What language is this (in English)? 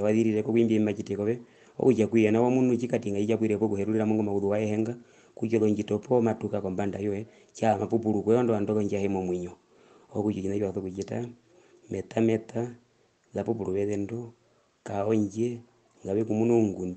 Herero